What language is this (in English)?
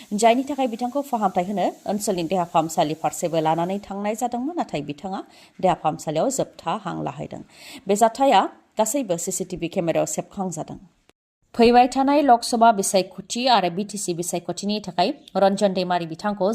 Bodo